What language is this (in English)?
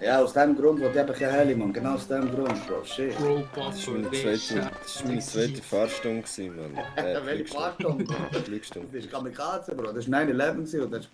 Swiss German